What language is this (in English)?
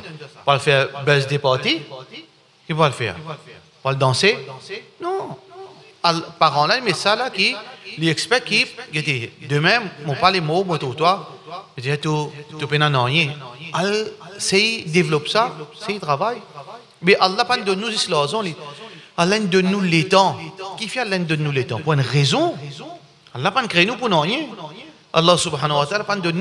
Morisyen